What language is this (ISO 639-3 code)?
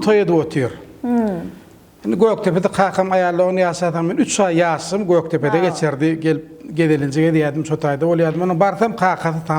tuk